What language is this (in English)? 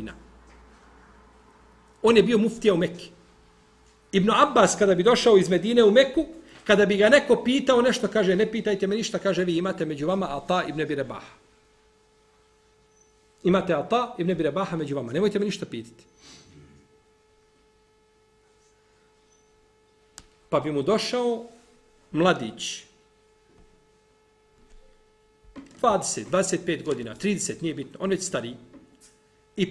Bosnian